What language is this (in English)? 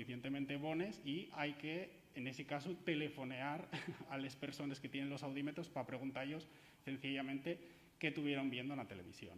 Asturian